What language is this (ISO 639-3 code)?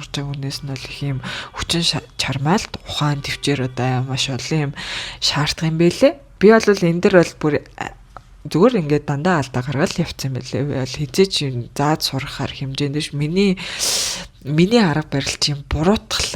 mon